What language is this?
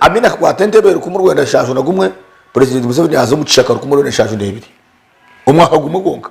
Nyankole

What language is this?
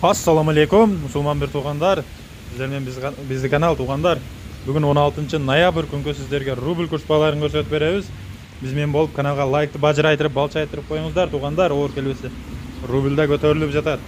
Kyrgyz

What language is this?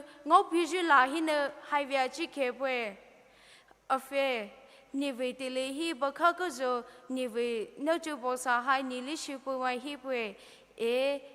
Poumei Naga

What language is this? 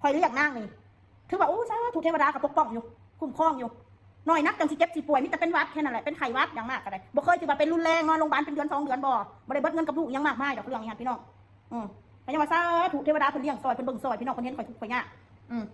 Northeastern Thai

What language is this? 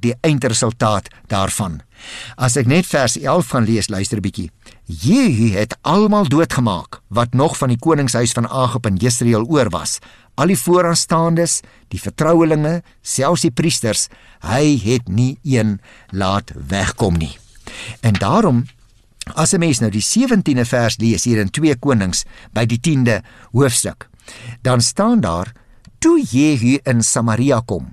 Afrikaans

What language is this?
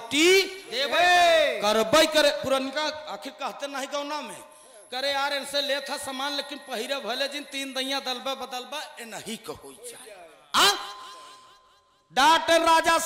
Bhojpuri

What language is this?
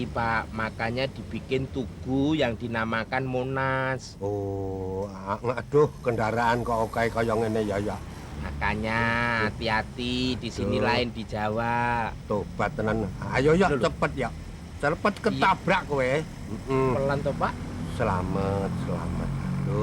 Betawi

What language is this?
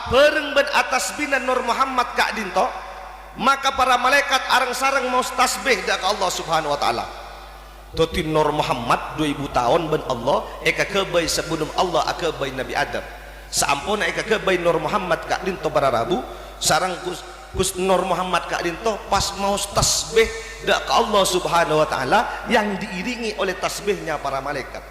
Madurese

